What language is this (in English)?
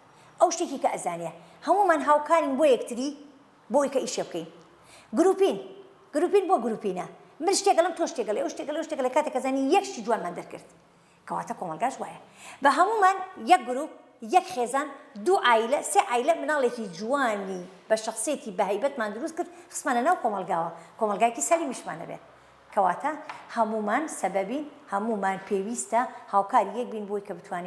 Central Kurdish